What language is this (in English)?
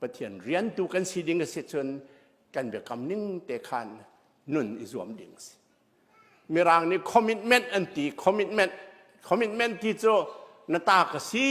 Hakha Chin